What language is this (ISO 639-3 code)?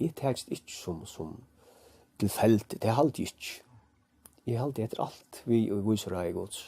fao